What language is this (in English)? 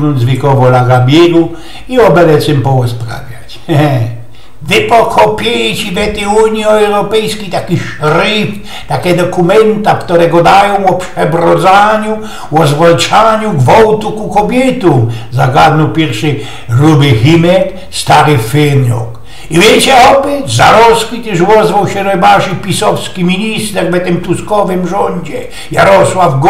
Silesian